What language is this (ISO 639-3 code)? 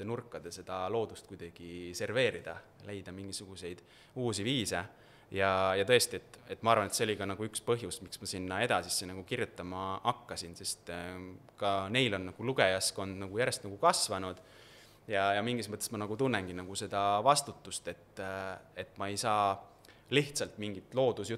est